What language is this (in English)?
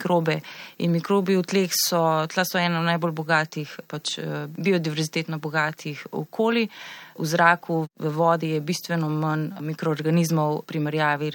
Slovenian